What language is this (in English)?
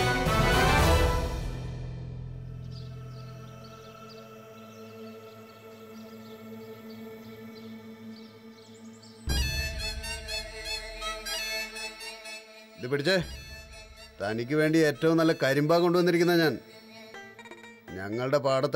Malayalam